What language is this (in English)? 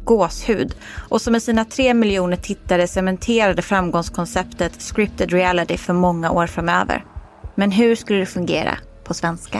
Swedish